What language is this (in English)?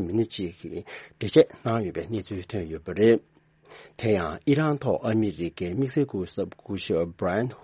Tibetan